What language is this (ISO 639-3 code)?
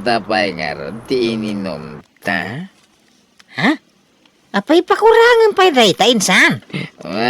ilo